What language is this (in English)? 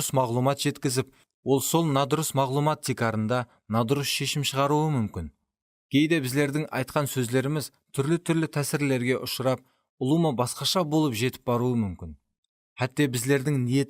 Kara-Kalpak